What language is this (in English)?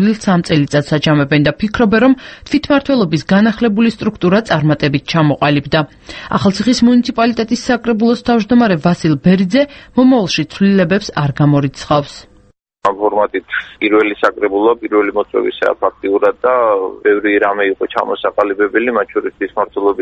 Georgian